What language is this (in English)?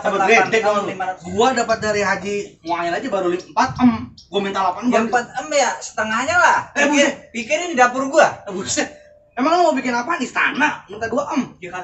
Betawi